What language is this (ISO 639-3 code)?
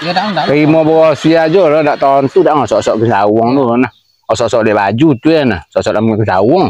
min